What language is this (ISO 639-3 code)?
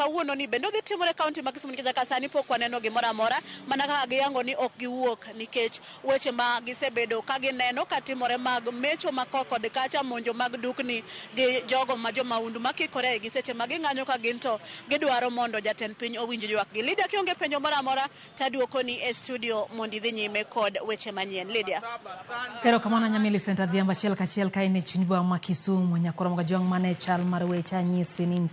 luo